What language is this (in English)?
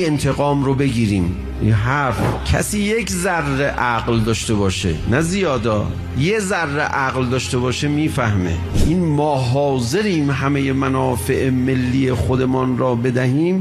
Persian